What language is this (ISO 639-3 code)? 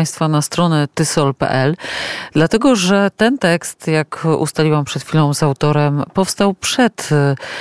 pol